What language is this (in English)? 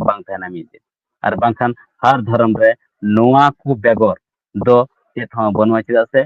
Santali